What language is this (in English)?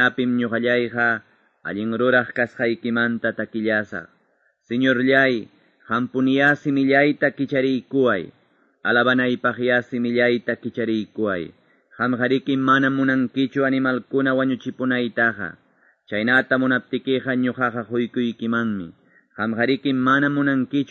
Quechua